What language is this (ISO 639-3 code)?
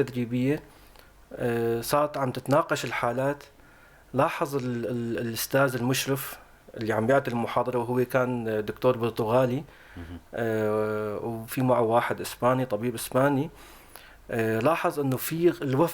apc